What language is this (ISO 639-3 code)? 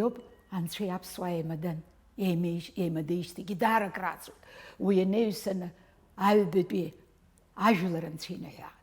abk